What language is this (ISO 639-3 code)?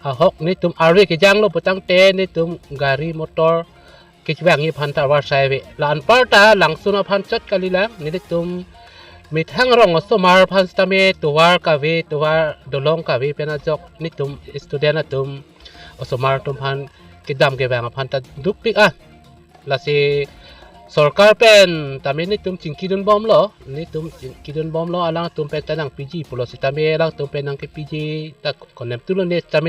mjw